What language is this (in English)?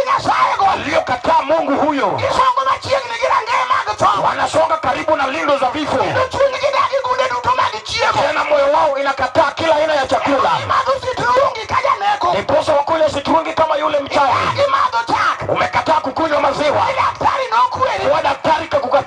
Luo (Kenya and Tanzania)